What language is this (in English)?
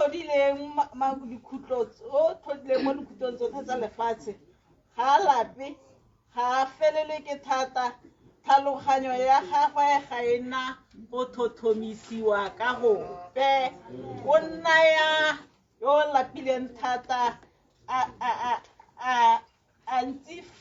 Tswana